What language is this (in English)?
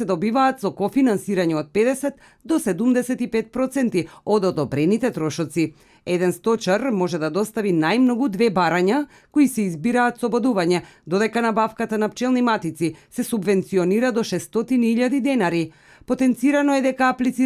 Macedonian